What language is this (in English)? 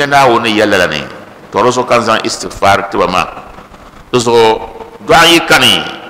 Dagbani